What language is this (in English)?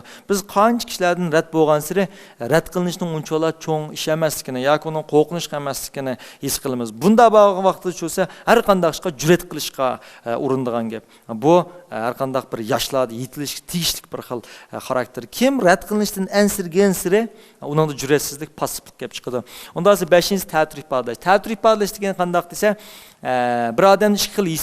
Uyghur